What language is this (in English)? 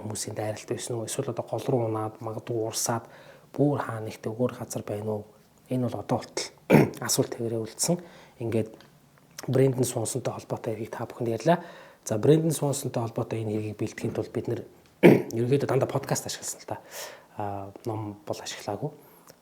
Mongolian